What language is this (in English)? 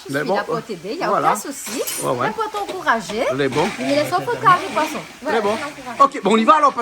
Réunion Creole French